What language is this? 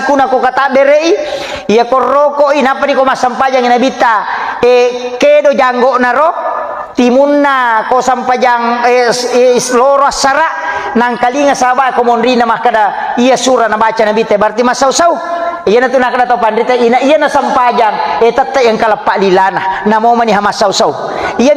Buginese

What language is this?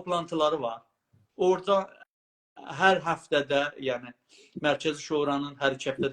South Azerbaijani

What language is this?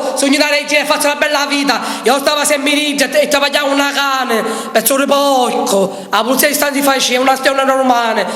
Sicilian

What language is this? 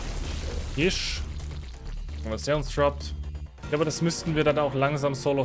German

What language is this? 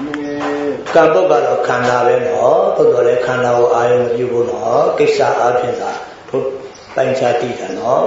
Burmese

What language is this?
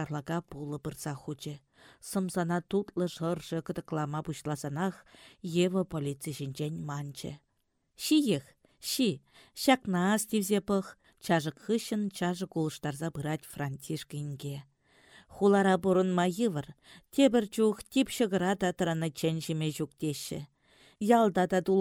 Chuvash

